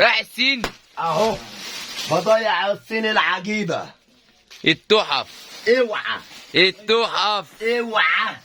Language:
Egyptian Arabic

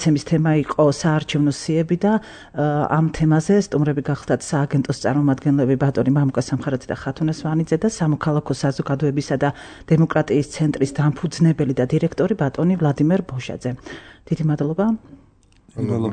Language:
Georgian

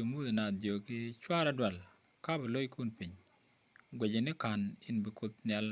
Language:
Nuer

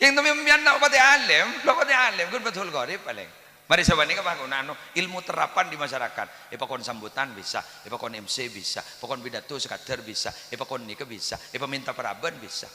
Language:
Madurese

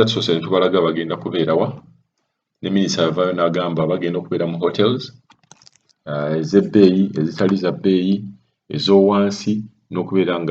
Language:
Ganda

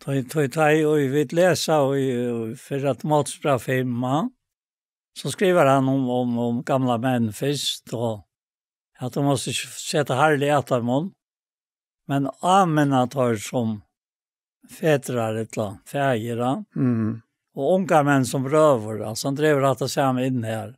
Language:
Faroese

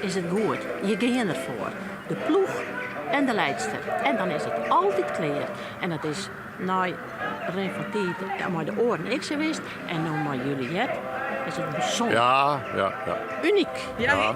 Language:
Western Frisian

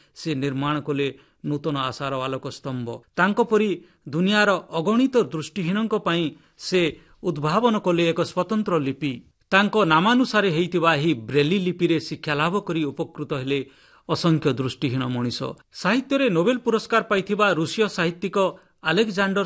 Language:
Odia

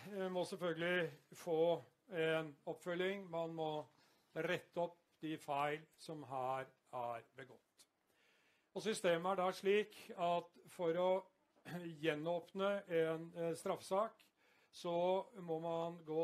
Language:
Norwegian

